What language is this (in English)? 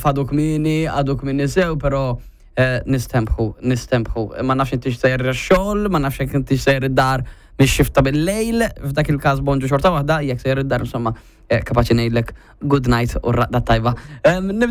Maltese